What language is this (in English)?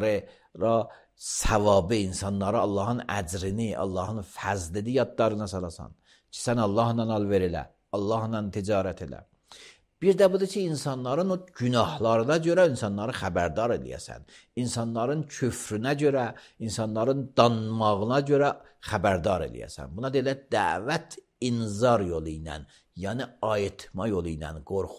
Azerbaijani